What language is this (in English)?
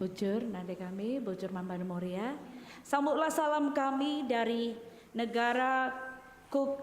Batak Karo